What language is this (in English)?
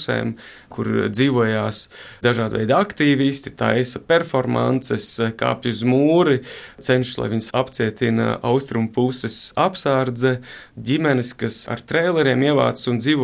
Latvian